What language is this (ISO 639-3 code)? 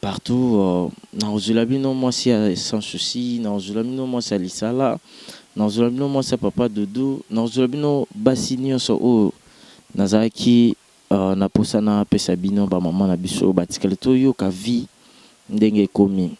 lin